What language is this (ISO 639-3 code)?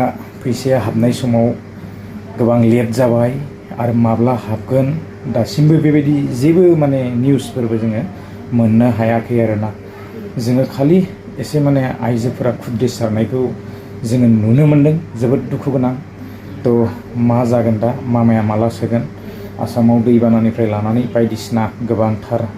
brx